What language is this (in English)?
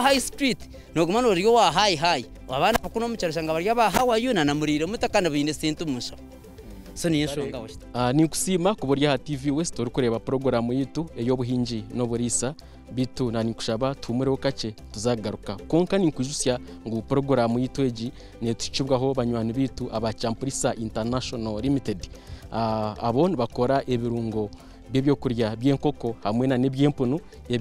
Nyankole